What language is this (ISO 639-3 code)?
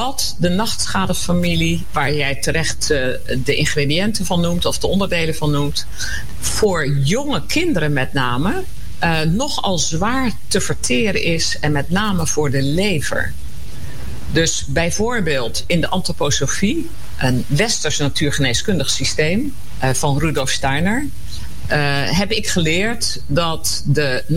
nld